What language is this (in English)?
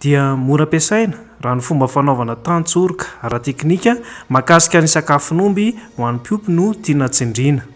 Malagasy